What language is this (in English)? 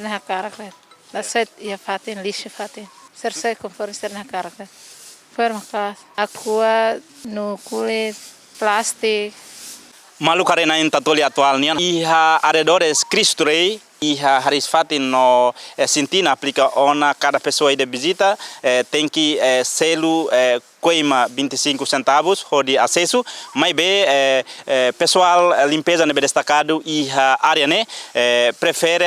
Tetum